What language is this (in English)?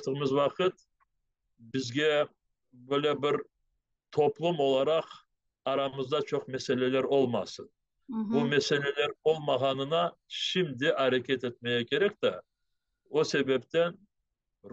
Crimean Tatar